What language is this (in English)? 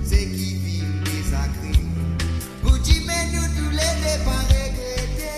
Morisyen